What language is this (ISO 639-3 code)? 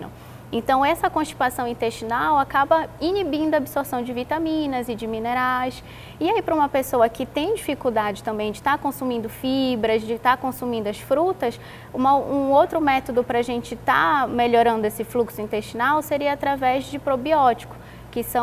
por